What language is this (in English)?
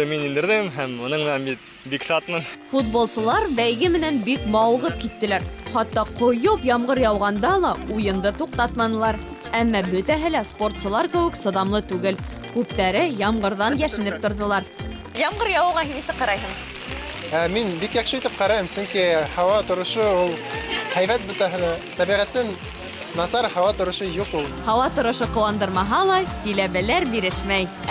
Bashkir